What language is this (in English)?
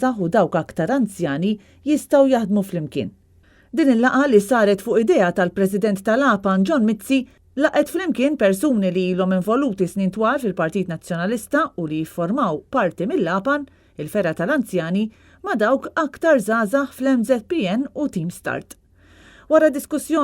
Maltese